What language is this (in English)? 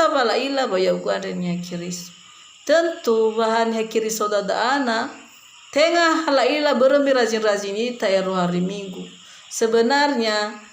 Nias